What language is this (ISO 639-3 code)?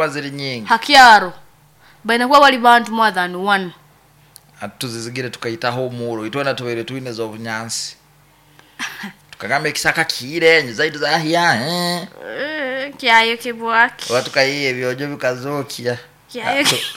nyo